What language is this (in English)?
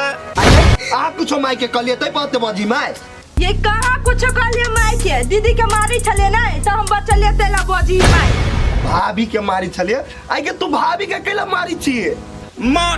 Maithili